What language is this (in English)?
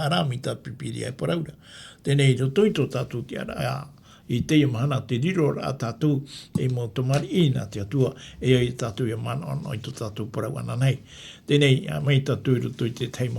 Tahitian